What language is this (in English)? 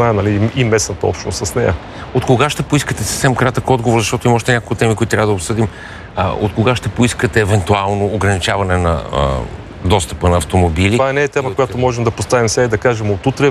Bulgarian